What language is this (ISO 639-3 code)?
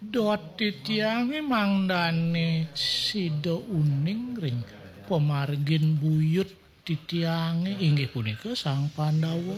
ban